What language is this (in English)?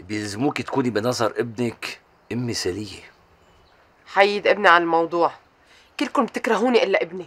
North Levantine Arabic